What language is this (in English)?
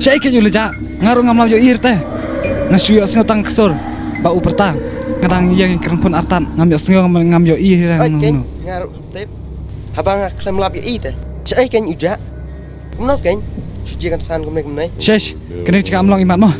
Khasi